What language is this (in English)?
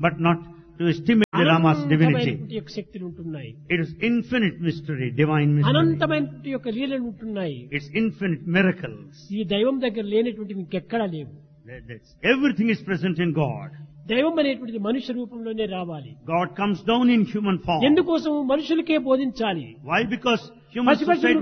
Telugu